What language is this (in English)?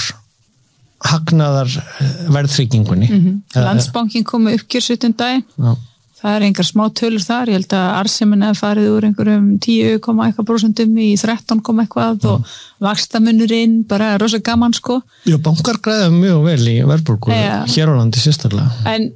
Icelandic